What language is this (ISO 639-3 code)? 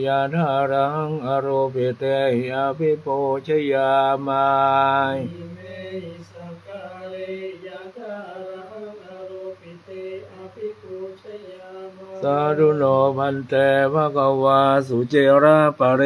pli